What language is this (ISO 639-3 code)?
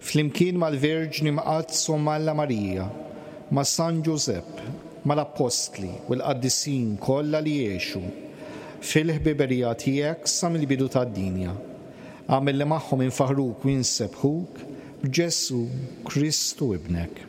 mlt